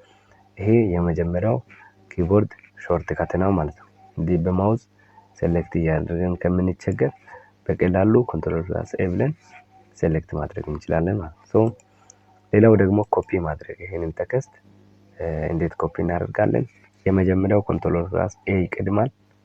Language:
Amharic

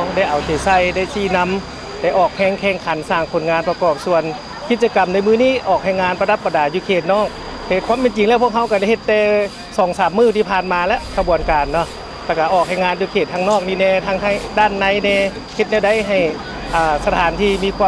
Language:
Lao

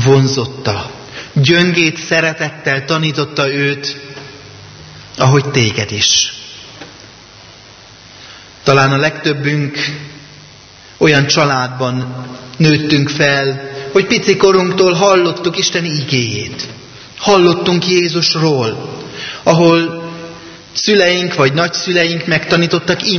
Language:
Hungarian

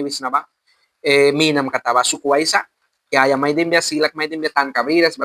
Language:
Mískito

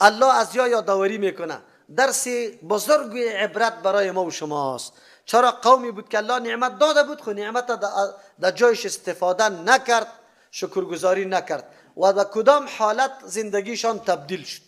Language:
Persian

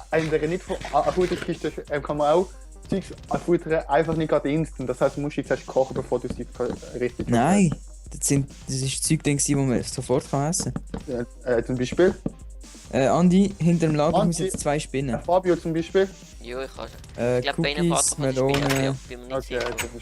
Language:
Swiss German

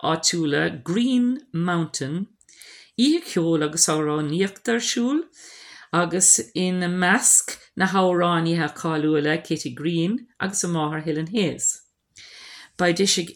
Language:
Irish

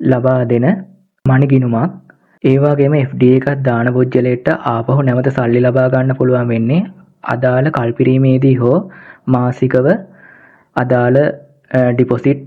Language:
Sinhala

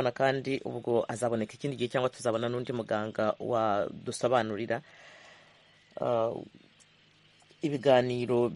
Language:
Kinyarwanda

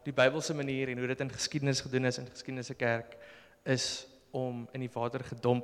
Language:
Afrikaans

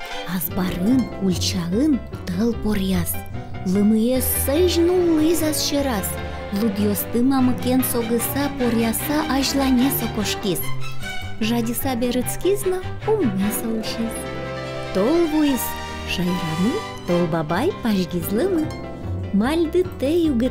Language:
Udmurt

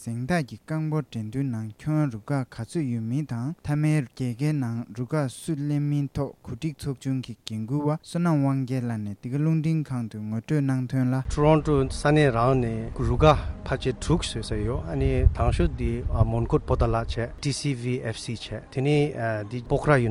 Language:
Tibetan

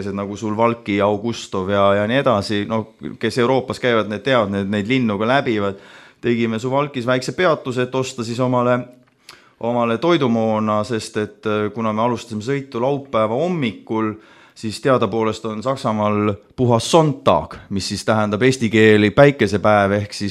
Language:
Estonian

